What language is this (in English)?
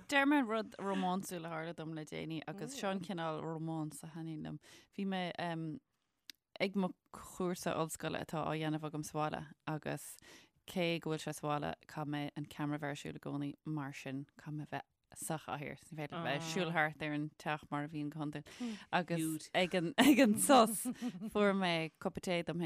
Irish